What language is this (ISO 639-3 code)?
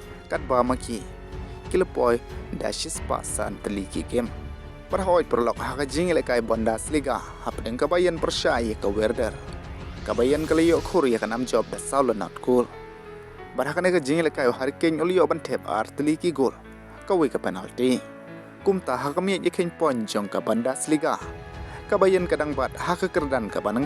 kha